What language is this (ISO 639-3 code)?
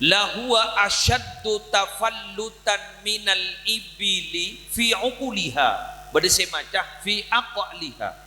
mad